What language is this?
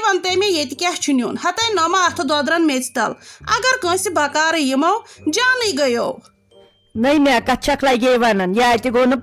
Kashmiri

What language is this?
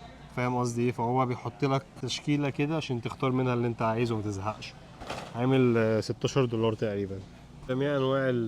Egyptian Arabic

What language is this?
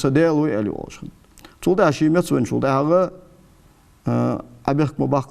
Ingush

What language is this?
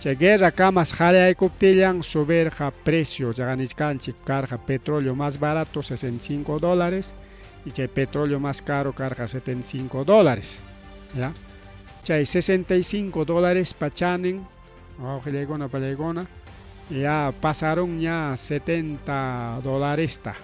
Ayacucho Quechua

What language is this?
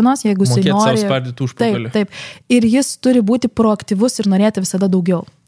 Lithuanian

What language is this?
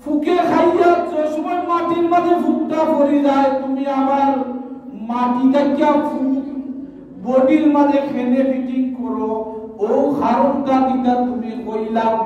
Sylheti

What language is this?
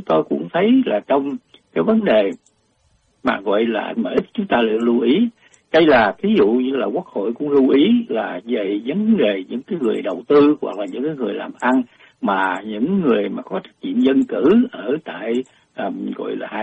Vietnamese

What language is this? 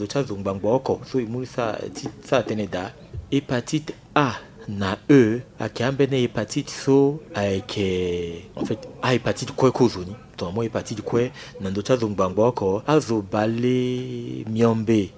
Sango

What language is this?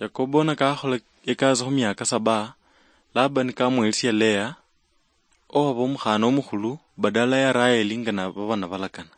Luyia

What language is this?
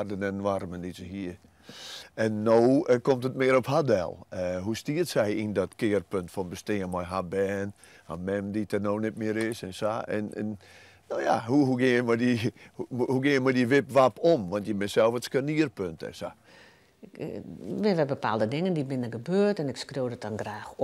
Western Frisian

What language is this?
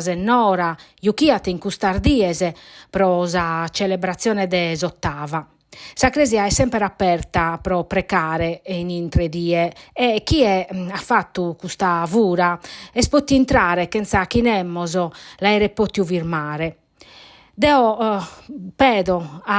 Sardinian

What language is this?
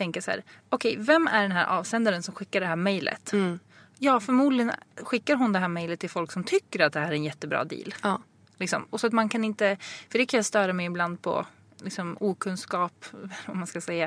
Swedish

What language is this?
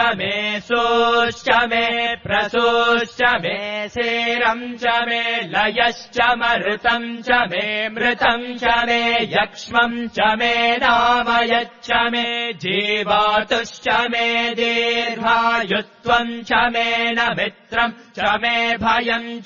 Sanskrit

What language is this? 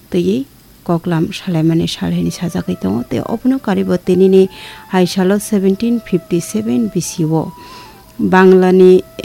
Kok Borok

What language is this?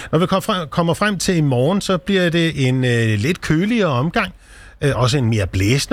Danish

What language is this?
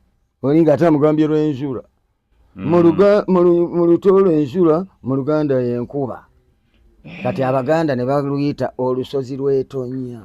Ganda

